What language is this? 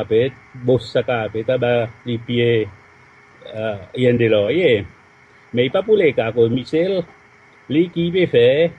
Seselwa Creole French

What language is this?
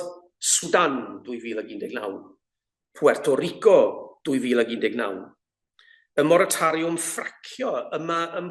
Welsh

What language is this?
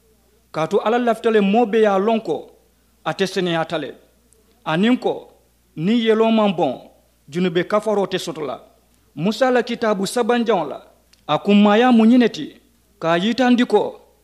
Mandingo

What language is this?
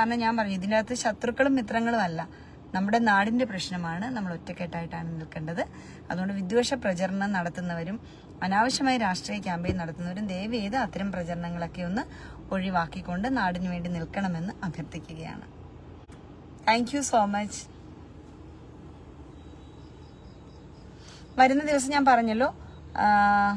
Malayalam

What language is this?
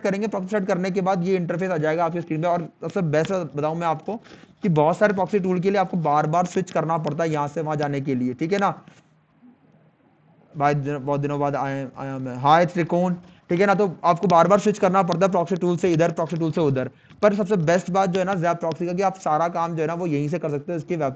Hindi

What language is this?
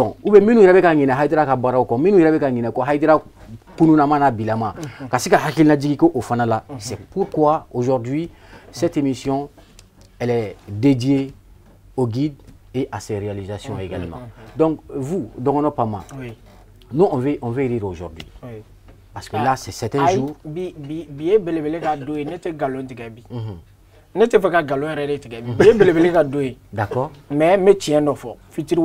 Bambara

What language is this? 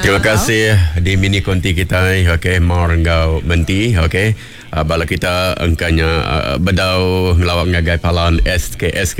Iban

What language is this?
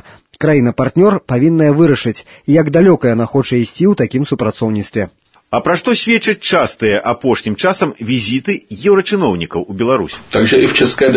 Belarusian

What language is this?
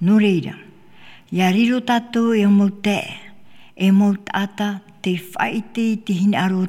Tahitian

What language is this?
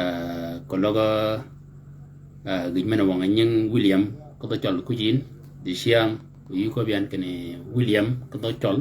Shilluk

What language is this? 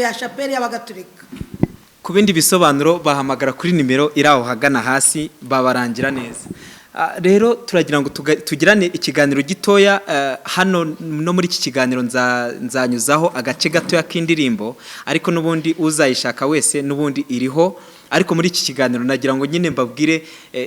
Kinyarwanda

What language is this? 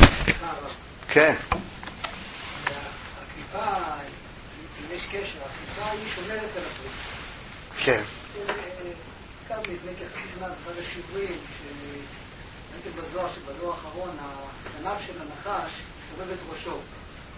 Hebrew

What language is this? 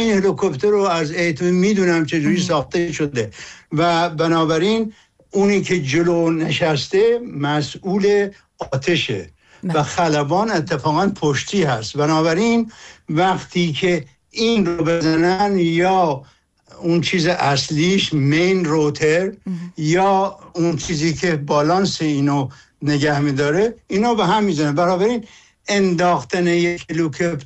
Persian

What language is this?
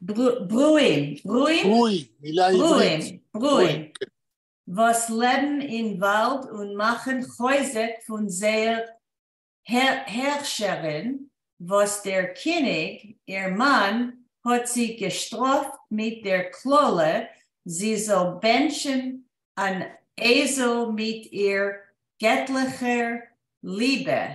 Yiddish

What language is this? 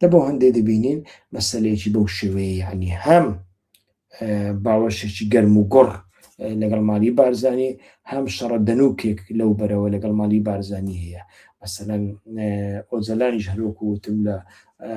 Central Kurdish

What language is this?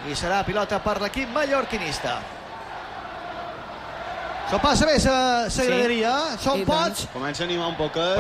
Catalan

